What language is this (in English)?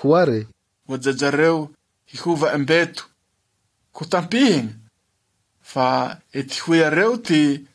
Malagasy